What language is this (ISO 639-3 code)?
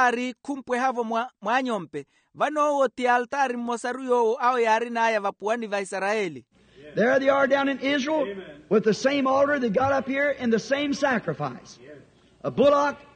vmw